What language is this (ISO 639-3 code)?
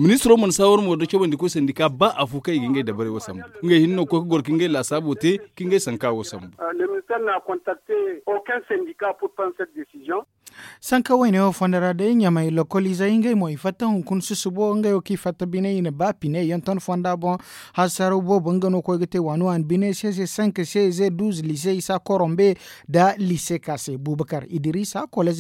dje